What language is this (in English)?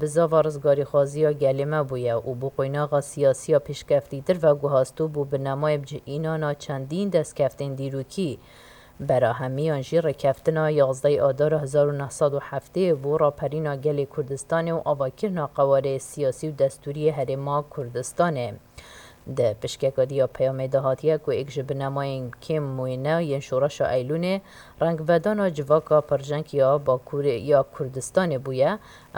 Kurdish